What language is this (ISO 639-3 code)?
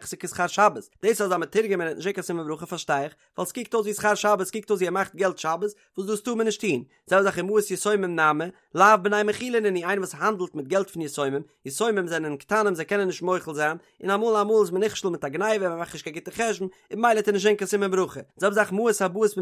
yid